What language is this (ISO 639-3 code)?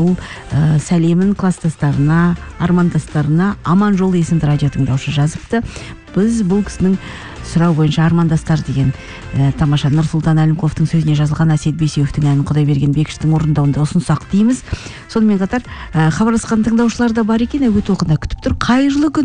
kaz